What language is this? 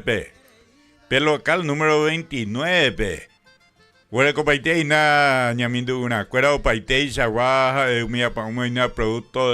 Guarani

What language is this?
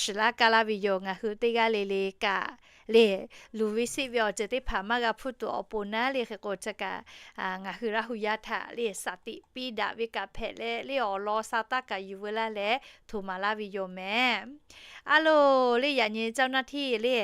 Lahu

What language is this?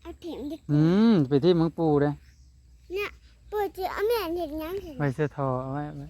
Northeastern Thai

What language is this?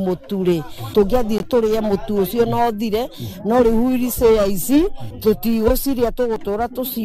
Kikuyu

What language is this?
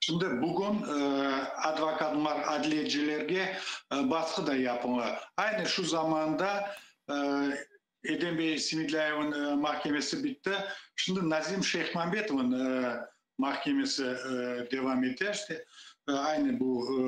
Crimean Tatar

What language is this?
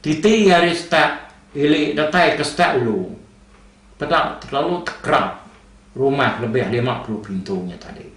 Iban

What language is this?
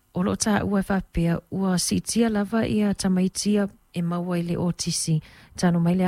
Samoan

